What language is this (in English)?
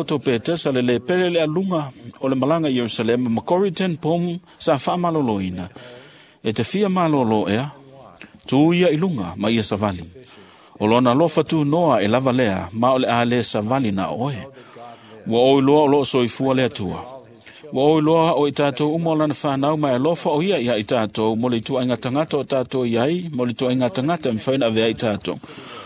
Samoan